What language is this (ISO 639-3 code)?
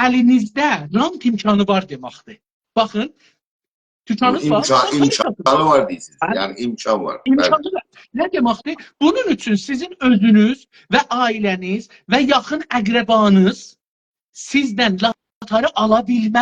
azb